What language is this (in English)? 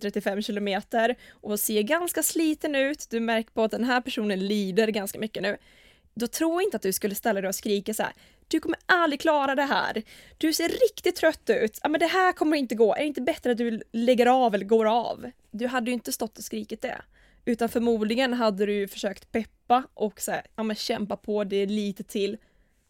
Swedish